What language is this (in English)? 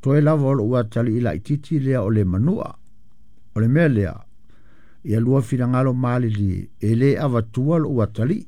Samoan